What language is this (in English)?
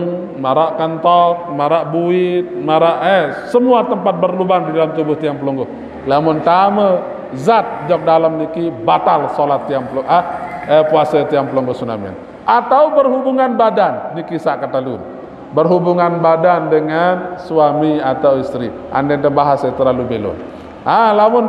Sasak